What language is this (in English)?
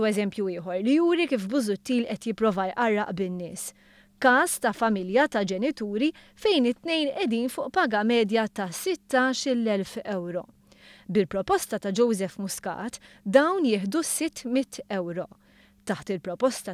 Maltese